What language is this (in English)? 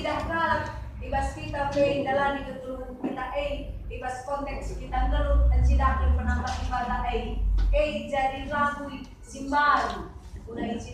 Batak Karo